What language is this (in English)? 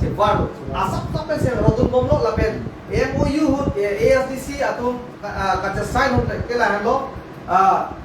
Karbi